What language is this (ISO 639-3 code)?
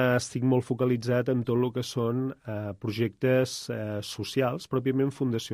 cat